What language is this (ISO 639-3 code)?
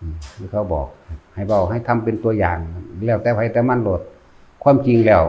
tts